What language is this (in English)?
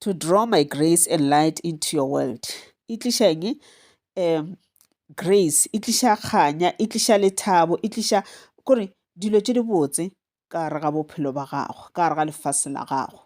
Northern Sotho